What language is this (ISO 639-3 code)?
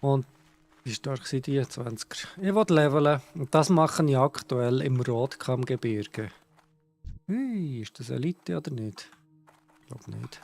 gsw